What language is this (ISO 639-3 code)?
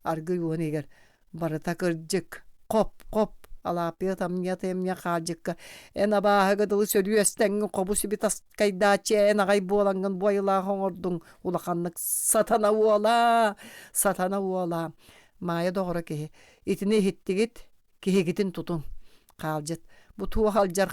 sah